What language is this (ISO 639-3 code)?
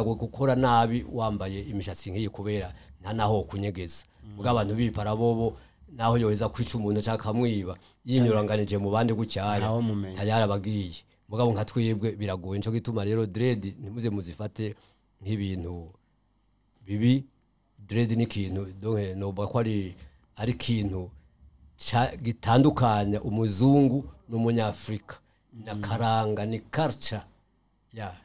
run